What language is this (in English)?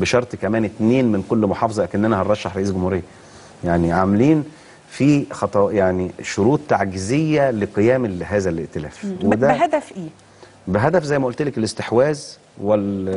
Egyptian Arabic